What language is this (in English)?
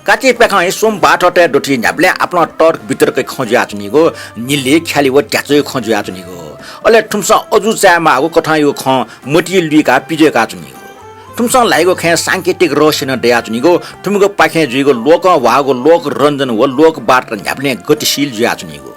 Newari